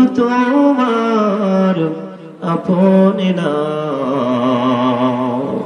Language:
Bangla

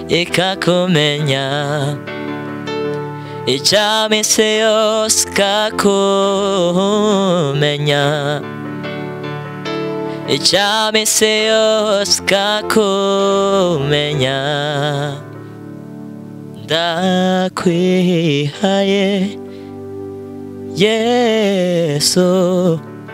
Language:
Kinyarwanda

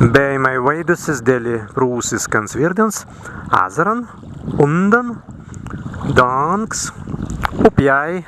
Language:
Prussian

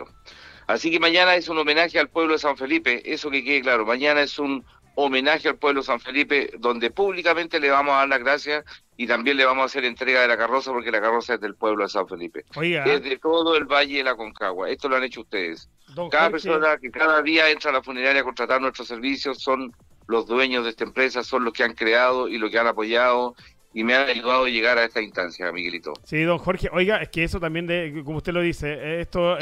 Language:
Spanish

